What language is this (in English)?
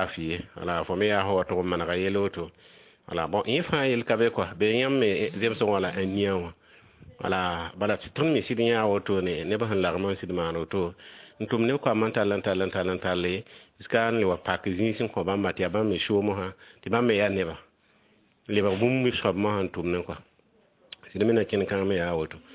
Mossi